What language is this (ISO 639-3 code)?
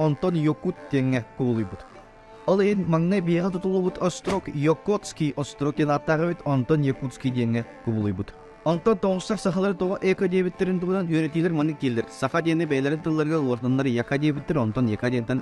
sah